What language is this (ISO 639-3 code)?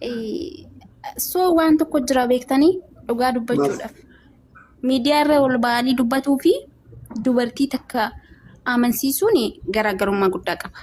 orm